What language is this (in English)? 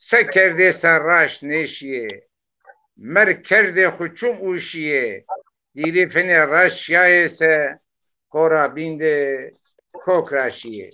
Zaza